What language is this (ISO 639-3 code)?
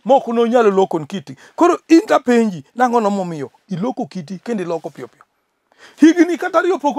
luo